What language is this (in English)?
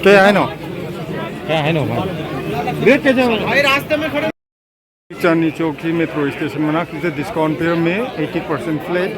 Manipuri